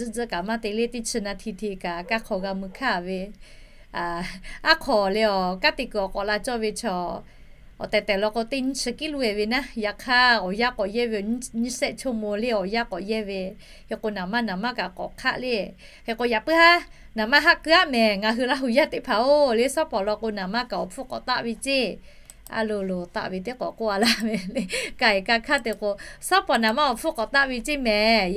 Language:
Lahu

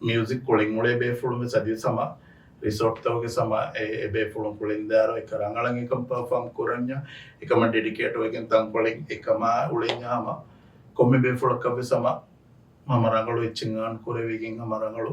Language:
Divehi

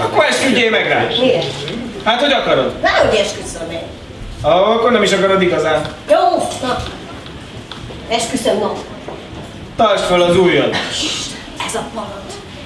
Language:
Hungarian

